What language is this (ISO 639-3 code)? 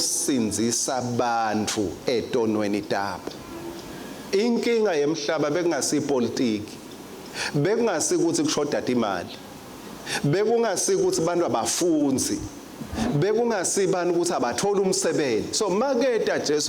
ssw